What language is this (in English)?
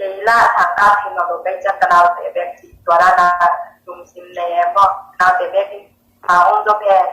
Tedim Chin